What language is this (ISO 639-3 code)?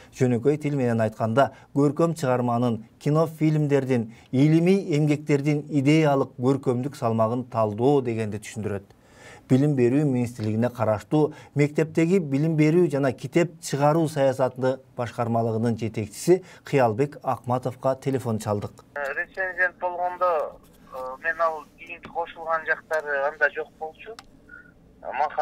kir